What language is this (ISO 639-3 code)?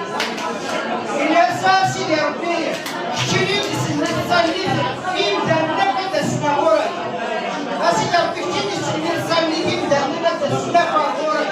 kab